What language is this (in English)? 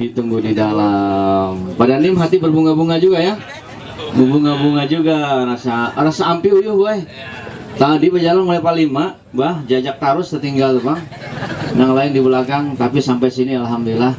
Banjar